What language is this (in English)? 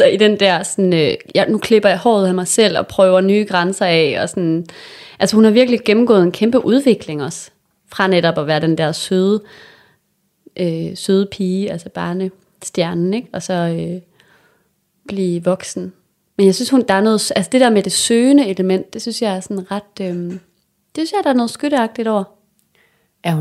Danish